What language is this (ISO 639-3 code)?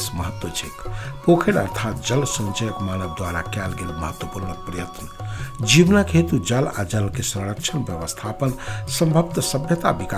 mai